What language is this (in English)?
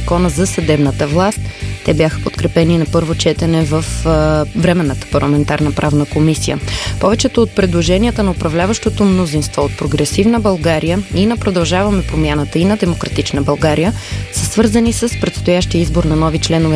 Bulgarian